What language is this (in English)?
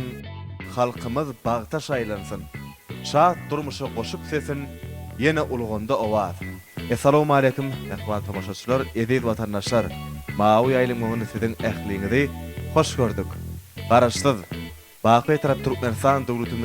Turkmen